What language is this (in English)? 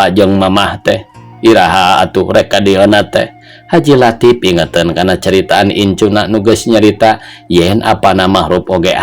Sundanese